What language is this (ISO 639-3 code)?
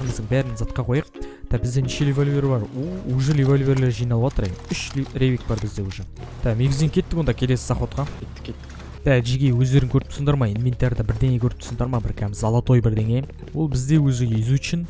kaz